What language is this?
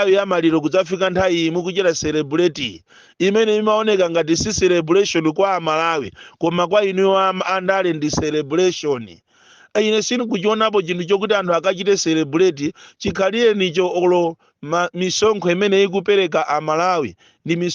Nyanja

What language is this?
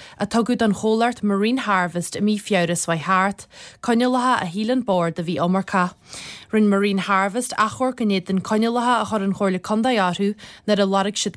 Irish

